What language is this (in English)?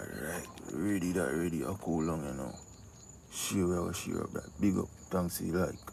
Jamaican Creole English